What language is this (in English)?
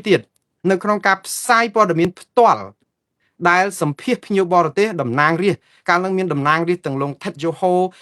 Khmer